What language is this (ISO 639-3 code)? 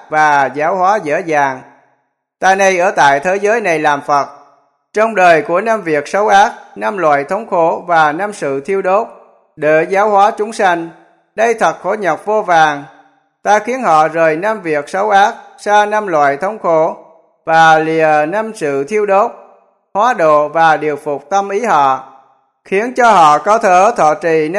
vie